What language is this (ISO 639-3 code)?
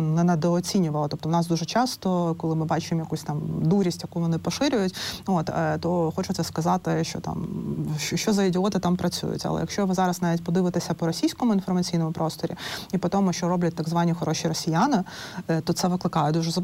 ukr